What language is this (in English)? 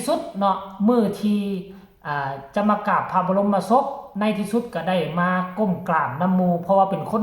Northeastern Thai